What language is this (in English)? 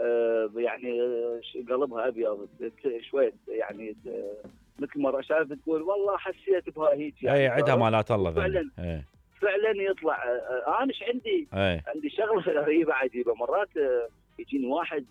Mesopotamian Arabic